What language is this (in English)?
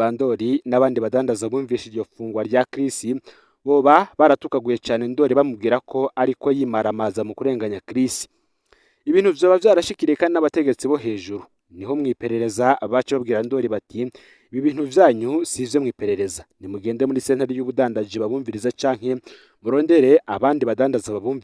Rundi